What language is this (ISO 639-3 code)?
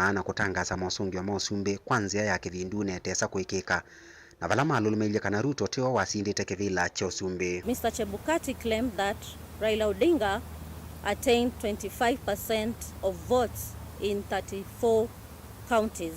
kam